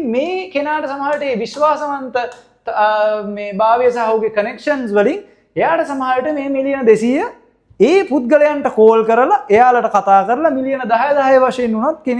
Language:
Sinhala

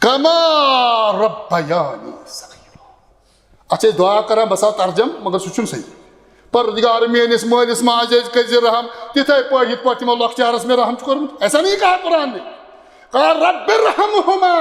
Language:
Kashmiri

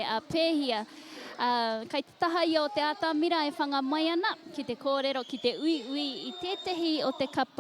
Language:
Māori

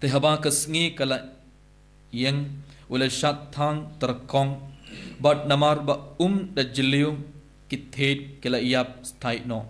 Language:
Khasi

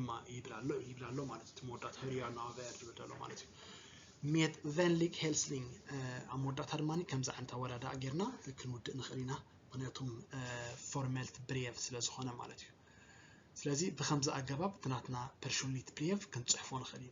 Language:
Tigrinya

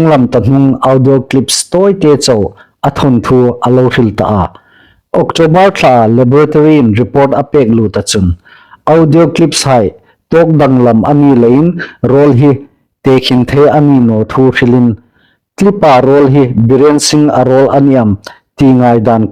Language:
Hmar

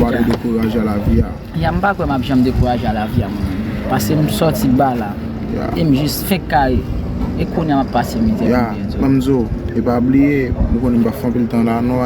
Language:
Haitian Creole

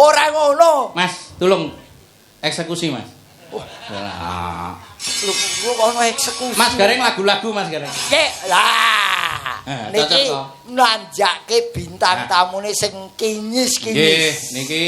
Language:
Javanese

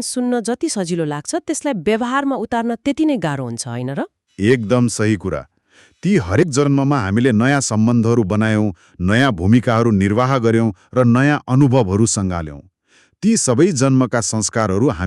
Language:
Nepali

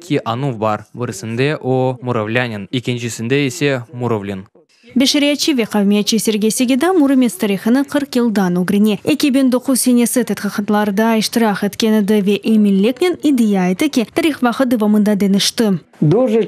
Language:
Crimean Tatar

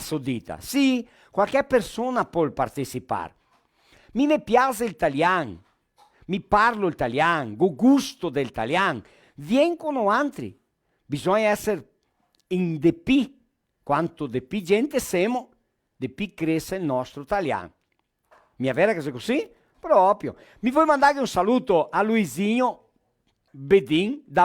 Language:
Venetian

